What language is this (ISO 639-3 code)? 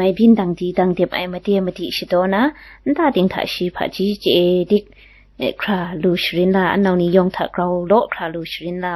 kac